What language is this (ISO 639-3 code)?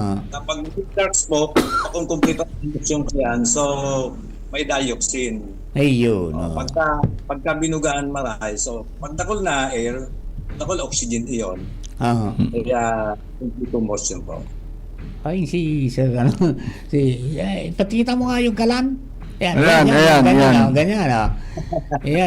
bik